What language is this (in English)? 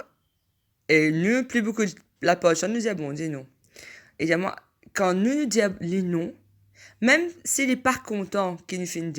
Morisyen